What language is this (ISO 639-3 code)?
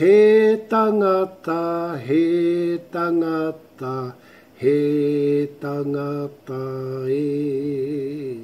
mri